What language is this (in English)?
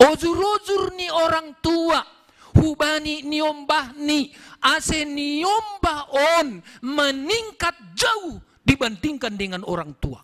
Batak Simalungun